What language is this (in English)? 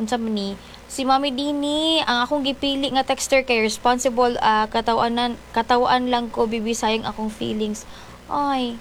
Cebuano